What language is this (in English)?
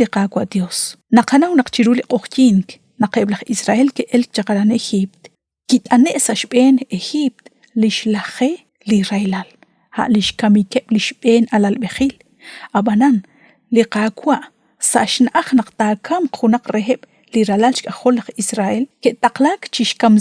Kekchí